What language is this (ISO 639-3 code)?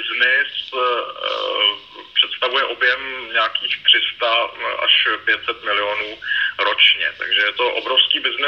ces